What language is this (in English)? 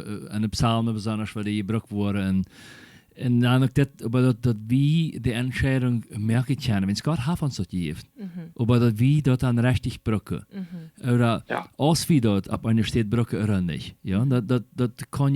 Plautdietsch